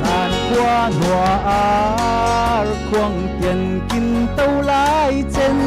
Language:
Falam Chin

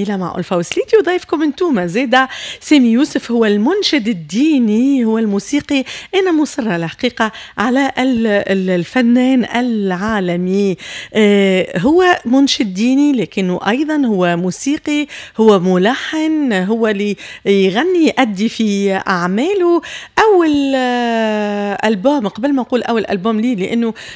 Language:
Tunisian Arabic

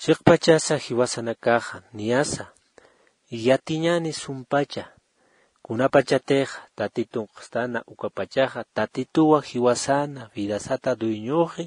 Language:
Aymara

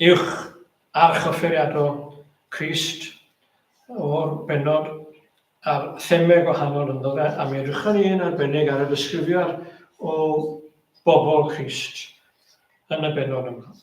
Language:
Welsh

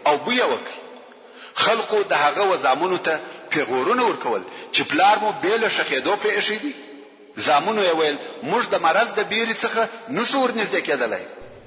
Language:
Pashto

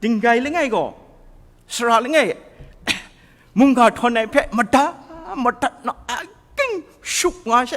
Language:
Kachin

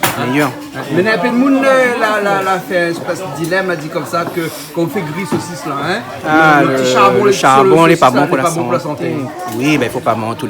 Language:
Réunion Creole French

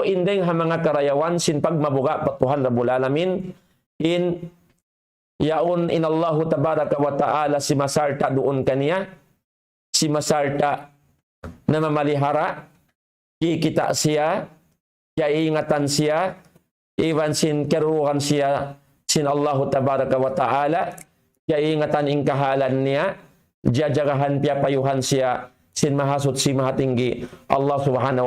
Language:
Tausug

